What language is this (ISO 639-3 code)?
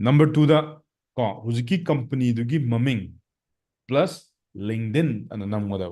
mni